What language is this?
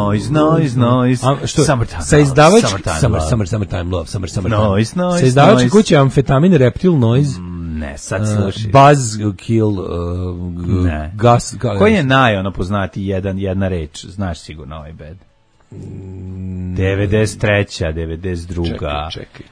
Serbian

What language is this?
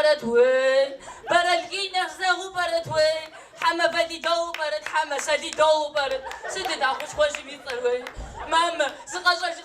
Kabardian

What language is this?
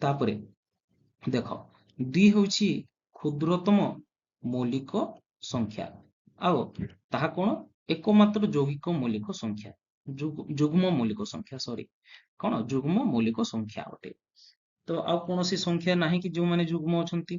Odia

